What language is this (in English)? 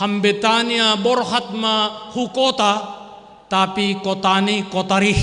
Batak Simalungun